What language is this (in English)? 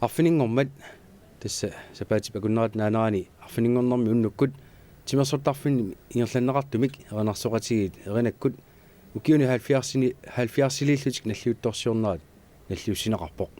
Kalaallisut